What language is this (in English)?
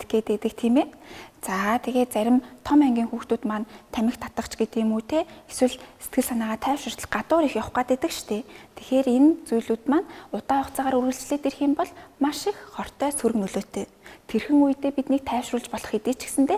Mongolian